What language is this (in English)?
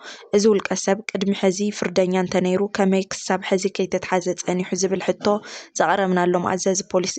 Tigrinya